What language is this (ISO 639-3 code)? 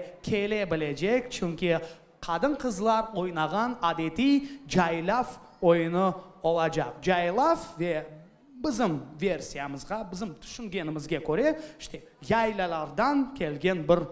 crh